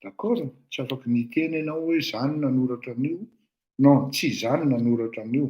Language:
Malagasy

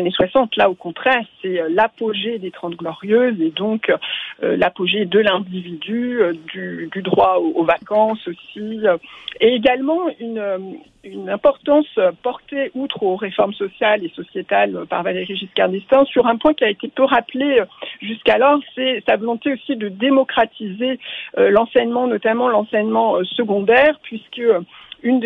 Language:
French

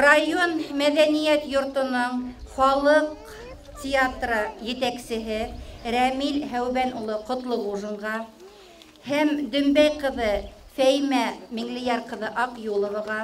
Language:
Bashkir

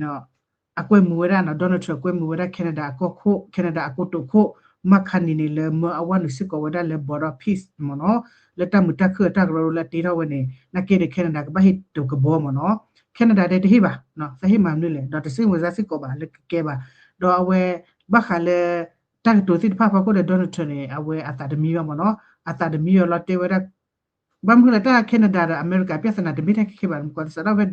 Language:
S'gaw Karen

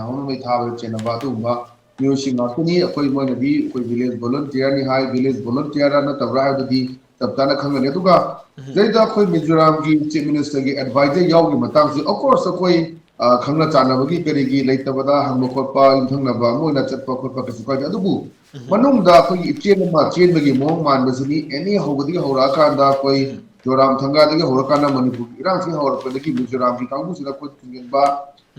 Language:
Manipuri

